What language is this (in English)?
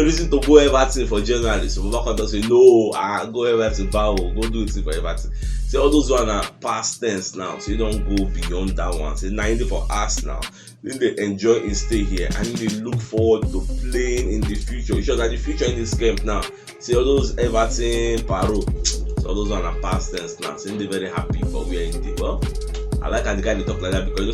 Nigerian Pidgin